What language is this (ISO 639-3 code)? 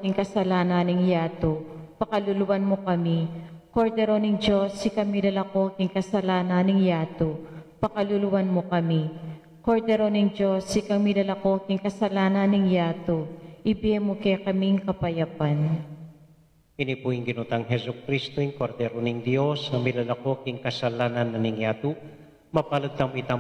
pam